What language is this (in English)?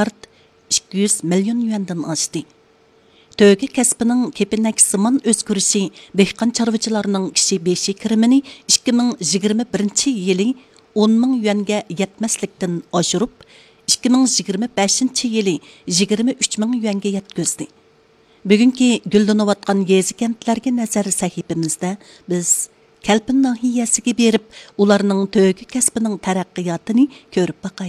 Uyghur